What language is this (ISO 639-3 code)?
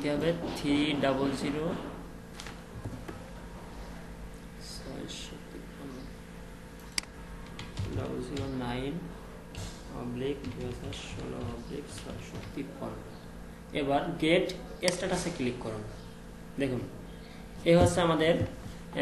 ben